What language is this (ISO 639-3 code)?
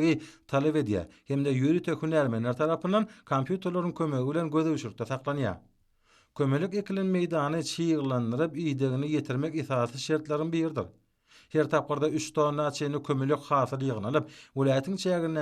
tuk